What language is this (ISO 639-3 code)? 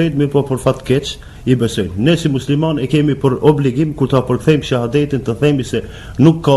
sqi